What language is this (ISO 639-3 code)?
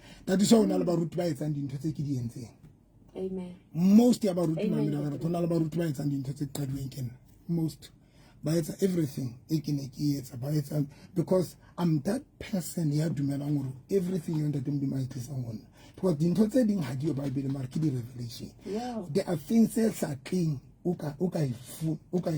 sot